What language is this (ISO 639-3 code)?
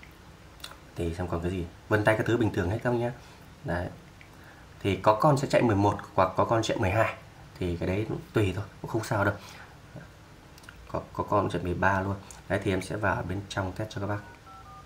vie